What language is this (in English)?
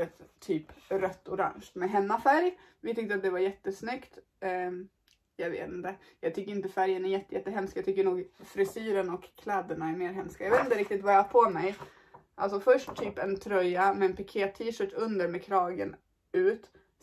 Swedish